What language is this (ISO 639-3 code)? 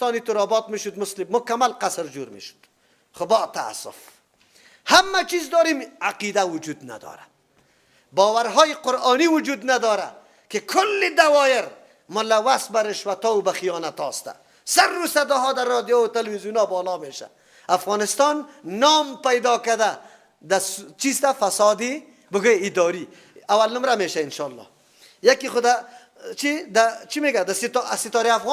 fas